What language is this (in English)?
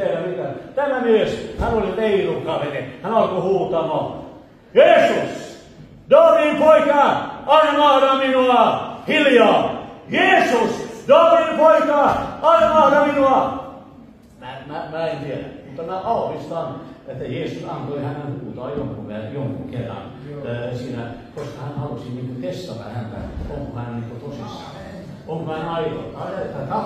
Finnish